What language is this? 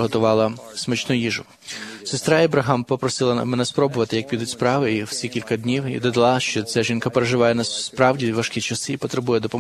Ukrainian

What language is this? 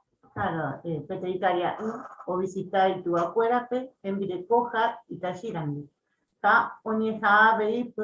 Guarani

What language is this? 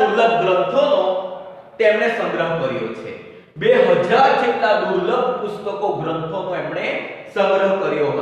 Gujarati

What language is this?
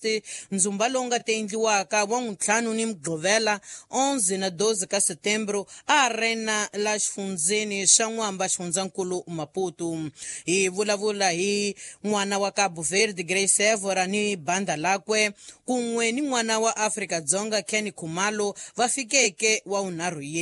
Tsonga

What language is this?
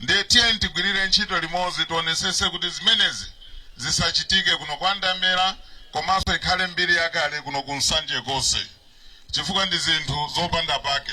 Nyanja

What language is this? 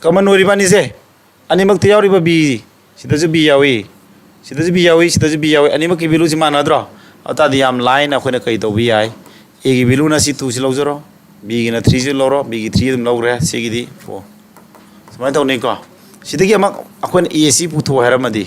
Manipuri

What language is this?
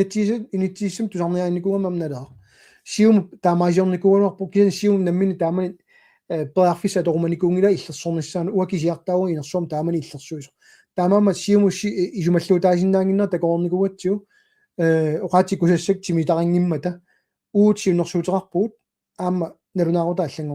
Kalaallisut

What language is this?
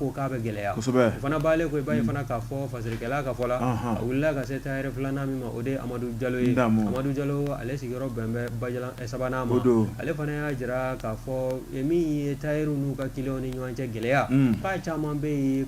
Bambara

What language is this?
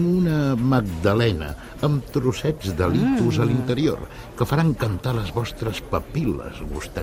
Catalan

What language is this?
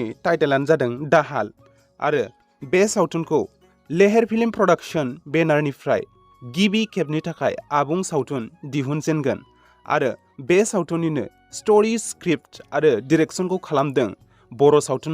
Bodo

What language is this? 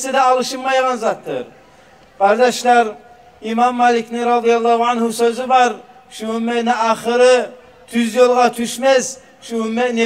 Kumyk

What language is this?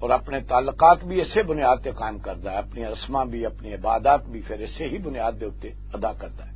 Western Panjabi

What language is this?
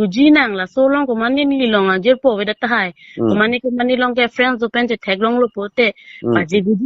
Karbi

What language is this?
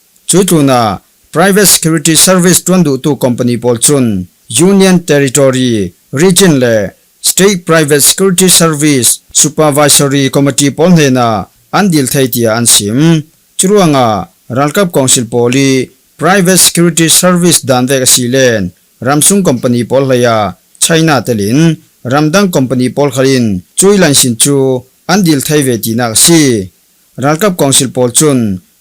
Falam Chin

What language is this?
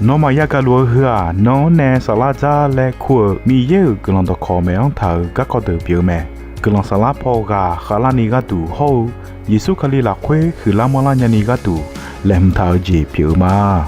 Akha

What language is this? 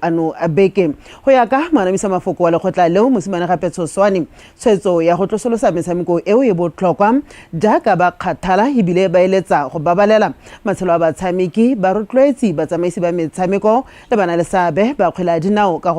Tswana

